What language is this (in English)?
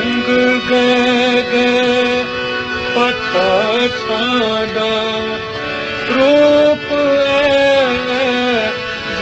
Newari